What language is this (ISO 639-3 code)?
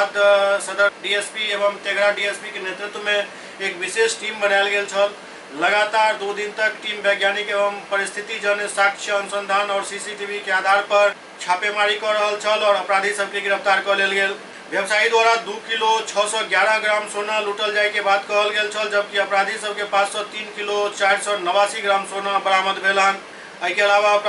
mai